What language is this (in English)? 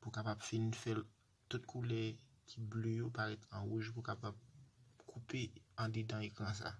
Haitian Creole